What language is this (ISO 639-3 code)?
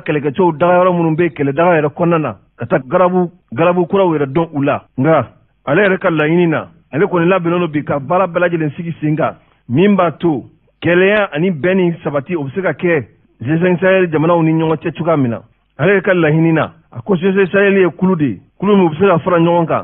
bam